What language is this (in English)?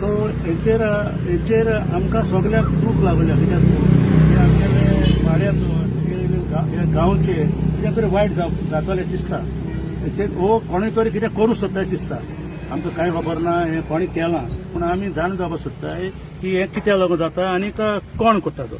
Konkani